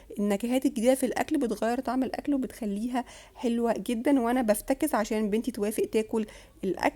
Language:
Egyptian Arabic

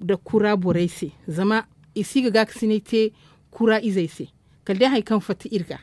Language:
Zarma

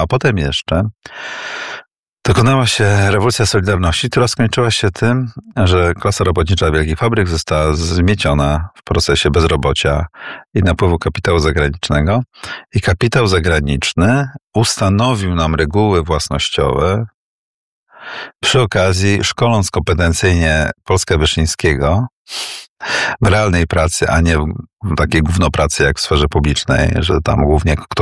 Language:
Polish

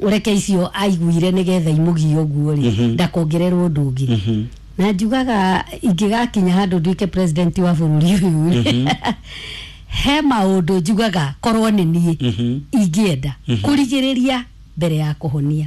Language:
Kikuyu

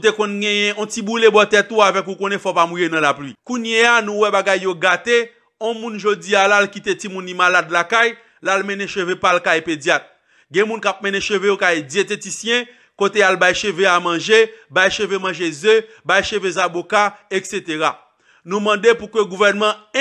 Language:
Haitian Creole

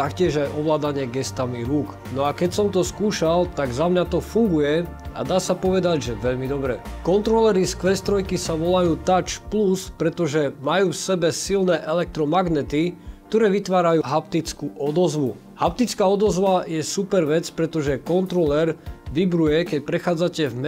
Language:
Slovak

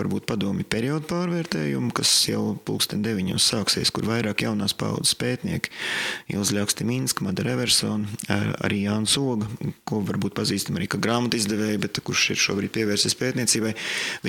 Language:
Latvian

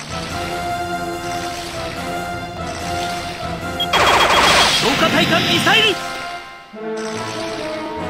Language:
Japanese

